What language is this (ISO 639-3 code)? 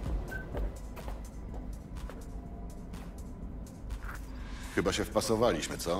pol